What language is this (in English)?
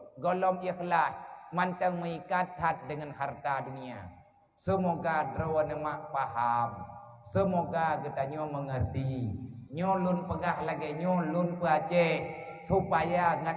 Achinese